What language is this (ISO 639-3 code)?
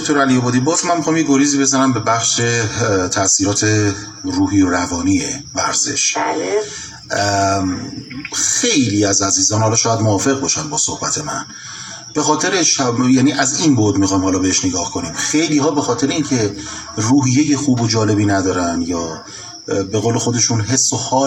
fas